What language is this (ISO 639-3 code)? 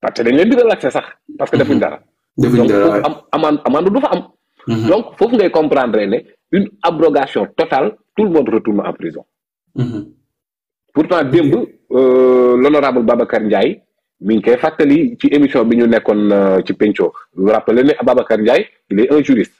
wol